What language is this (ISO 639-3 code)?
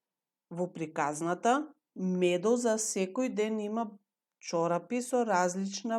mkd